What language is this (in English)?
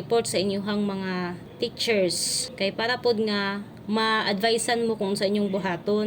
Cebuano